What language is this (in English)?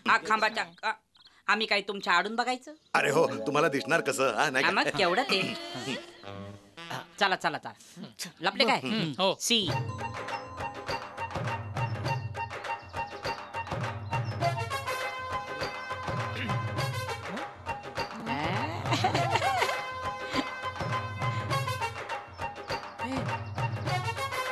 Marathi